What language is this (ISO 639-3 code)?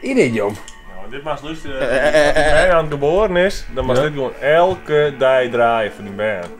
fry